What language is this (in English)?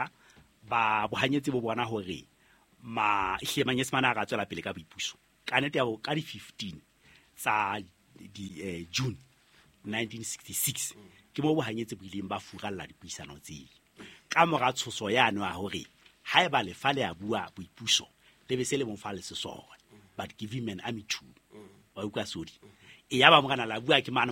Southern Sotho